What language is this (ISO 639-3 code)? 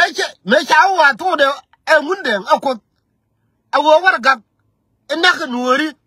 nus